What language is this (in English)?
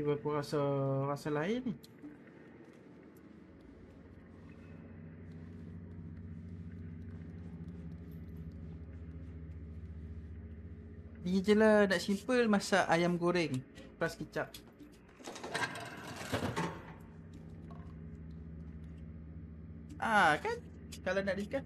Malay